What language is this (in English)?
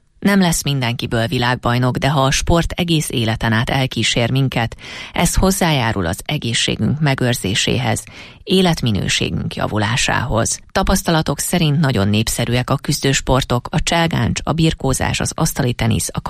Hungarian